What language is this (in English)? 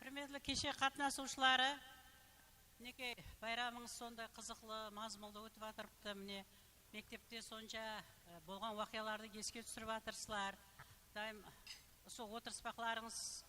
Kara-Kalpak